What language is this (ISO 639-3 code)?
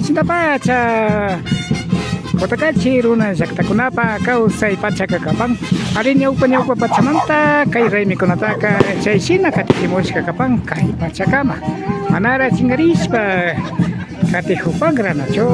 qvi